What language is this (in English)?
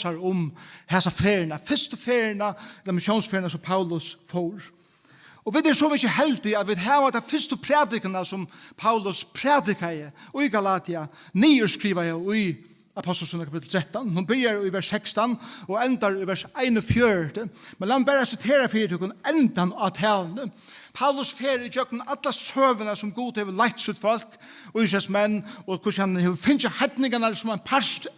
Faroese